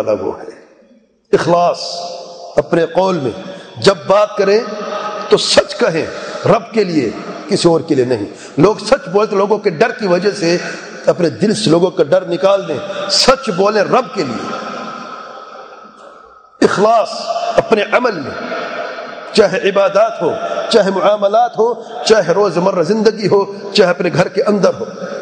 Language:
Urdu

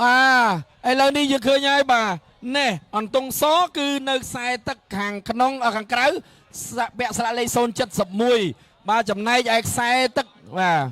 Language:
Khmer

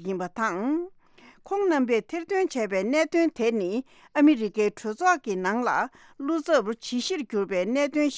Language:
Tibetan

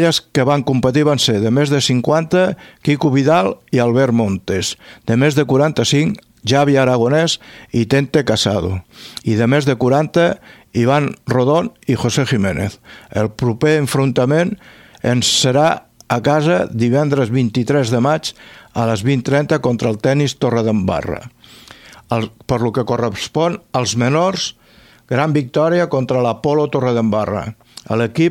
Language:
Catalan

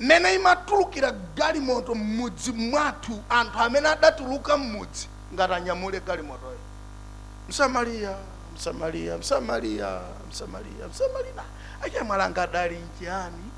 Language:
Nyanja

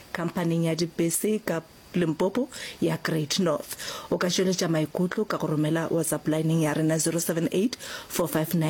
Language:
Northern Sotho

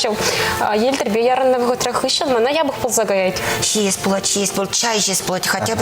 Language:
Chuvash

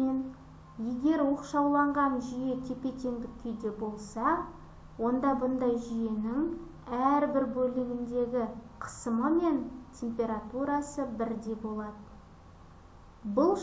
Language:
Kazakh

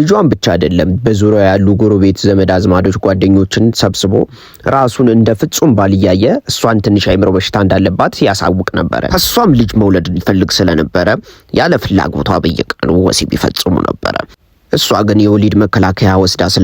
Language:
Amharic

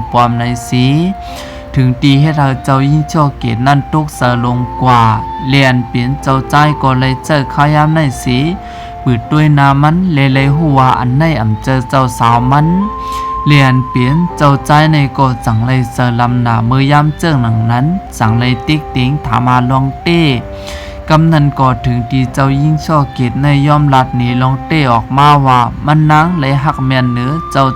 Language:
Shan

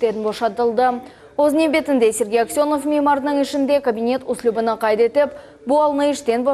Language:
Crimean Tatar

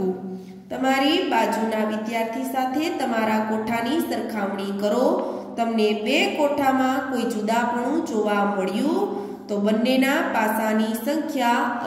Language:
Gujarati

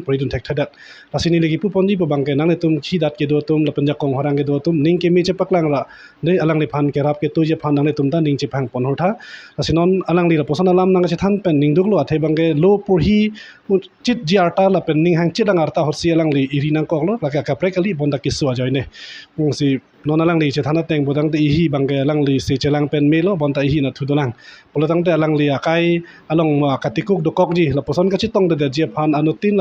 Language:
Karbi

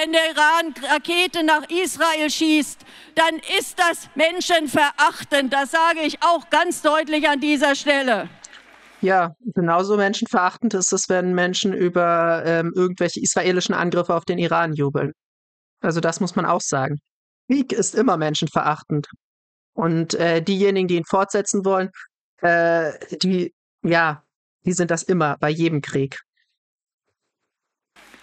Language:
German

